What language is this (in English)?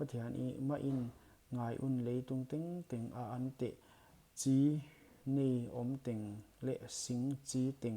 Paite Chin